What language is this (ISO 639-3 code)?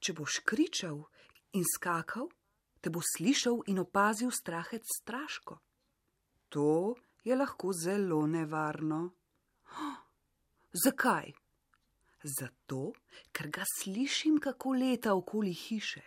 slv